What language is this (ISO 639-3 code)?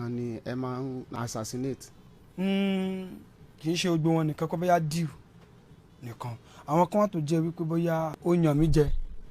yor